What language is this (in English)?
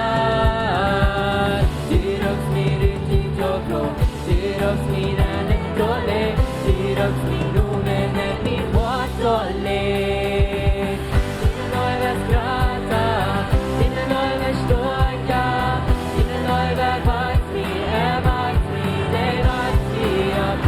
Plautdietsch